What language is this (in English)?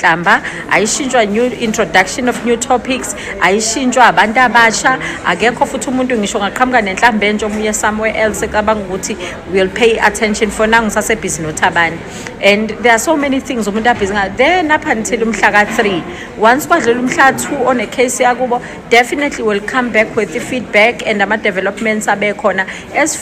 Zulu